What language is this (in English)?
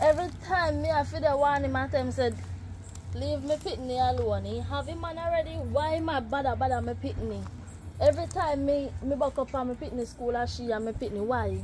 Jamaican Creole English